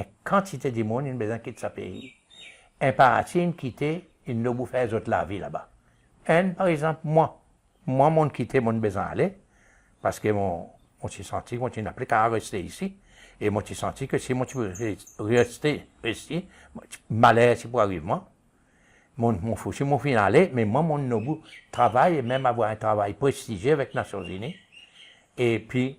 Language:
Seselwa Creole French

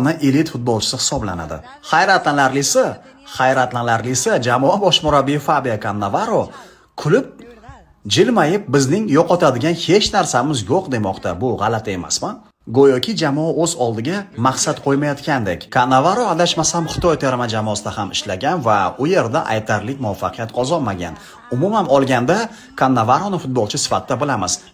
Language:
Uzbek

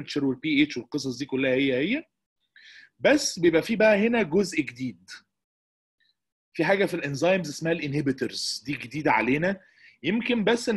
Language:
Egyptian Arabic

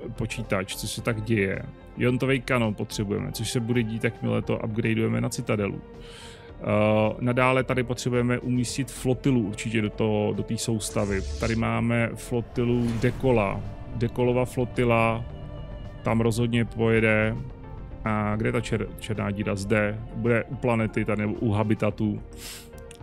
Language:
Czech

